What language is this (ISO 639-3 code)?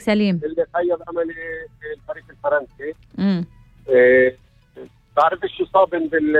apc